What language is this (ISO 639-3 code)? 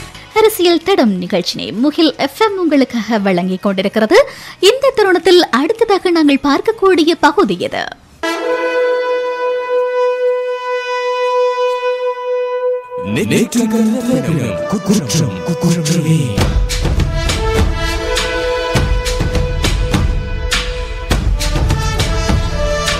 tam